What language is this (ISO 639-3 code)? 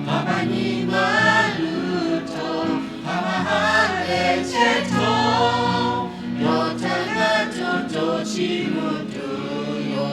lhu